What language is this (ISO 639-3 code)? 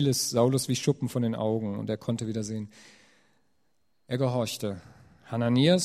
deu